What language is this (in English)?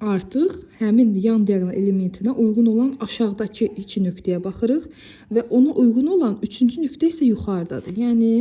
Azerbaijani